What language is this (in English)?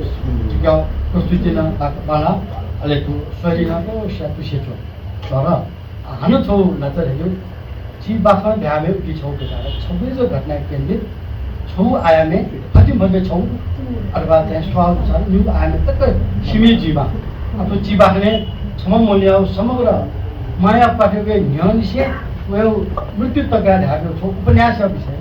Newari